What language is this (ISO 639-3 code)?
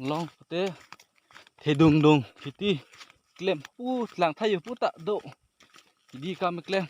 mjw